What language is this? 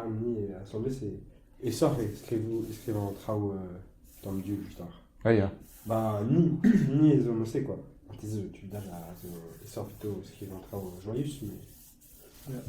Breton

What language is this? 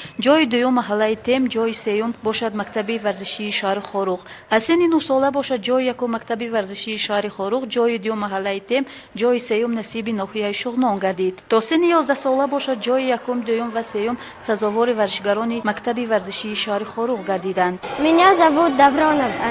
Tajik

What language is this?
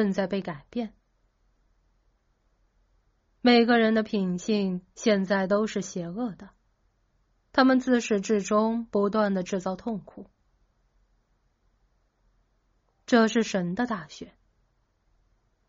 Chinese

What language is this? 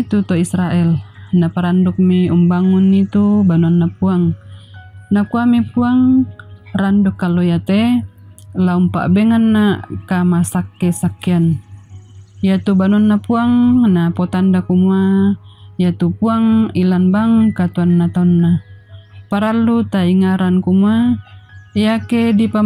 Toraja-Sa'dan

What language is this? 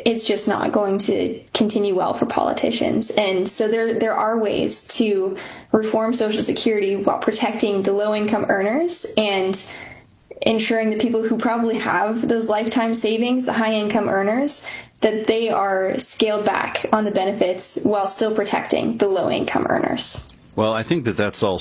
English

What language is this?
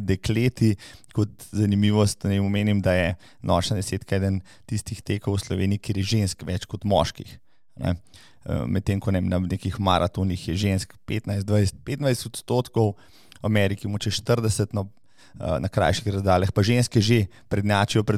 Slovenian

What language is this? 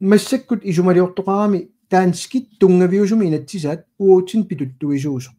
Kalaallisut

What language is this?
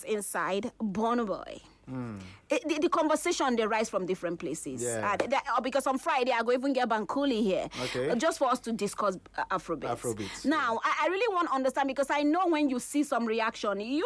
Nigerian Pidgin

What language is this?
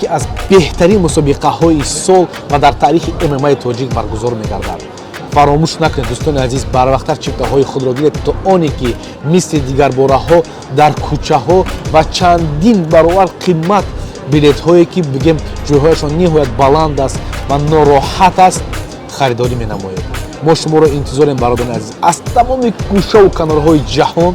Tajik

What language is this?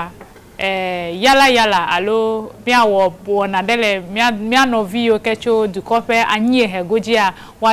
Ewe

